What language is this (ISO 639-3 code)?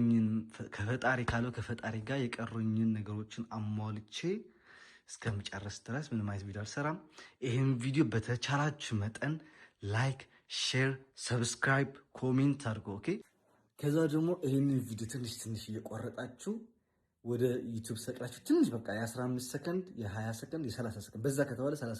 amh